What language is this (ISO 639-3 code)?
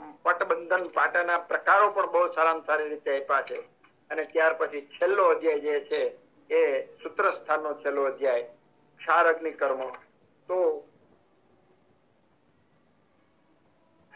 guj